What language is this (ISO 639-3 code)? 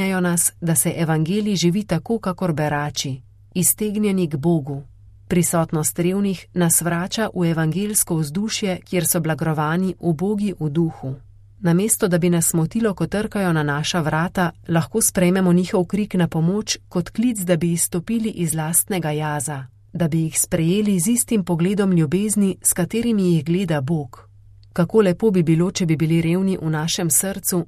slv